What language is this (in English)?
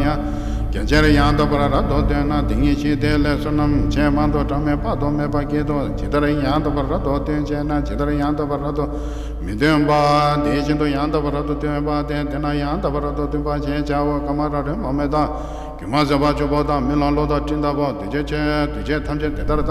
Tibetan